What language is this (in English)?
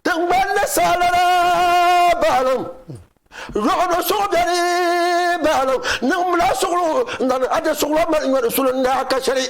Dagbani